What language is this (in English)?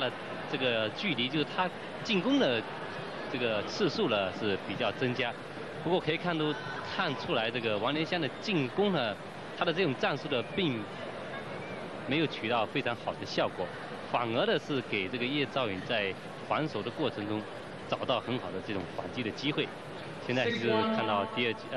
Chinese